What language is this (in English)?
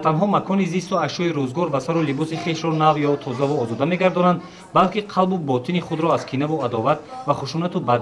Tajik